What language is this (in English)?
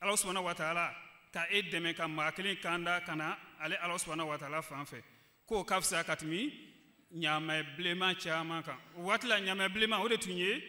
Bambara